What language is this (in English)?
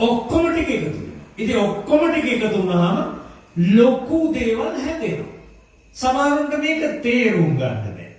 Sinhala